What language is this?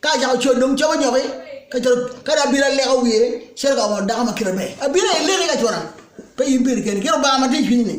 Acoli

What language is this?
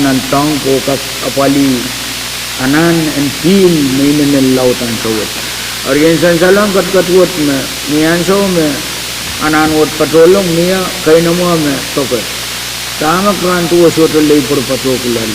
Pohnpeian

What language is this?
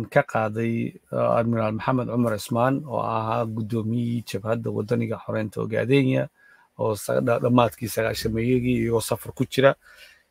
Somali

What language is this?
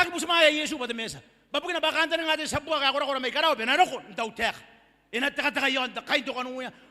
Gilbertese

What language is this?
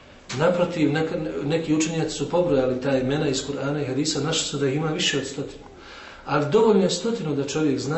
Bosnian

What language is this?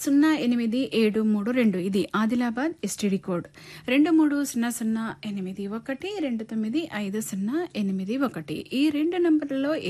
Telugu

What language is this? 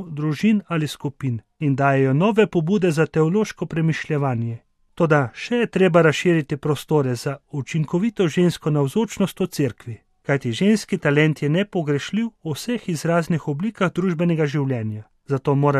Slovenian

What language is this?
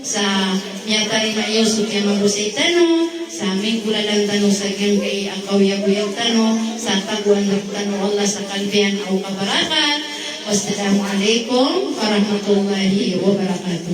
Maranao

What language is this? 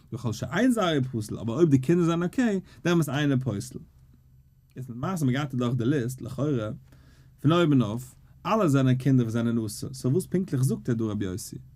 Yiddish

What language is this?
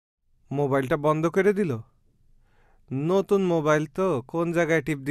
Bangla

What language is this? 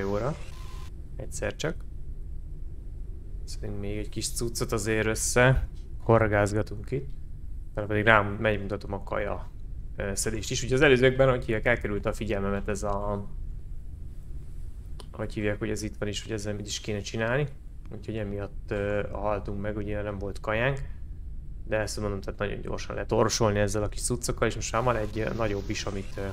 Hungarian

